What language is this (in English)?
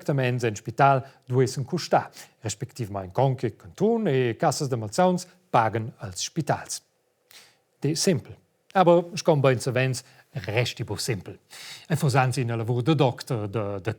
Romansh